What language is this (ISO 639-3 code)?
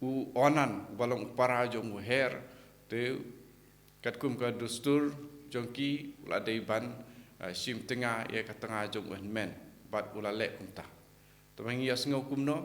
kha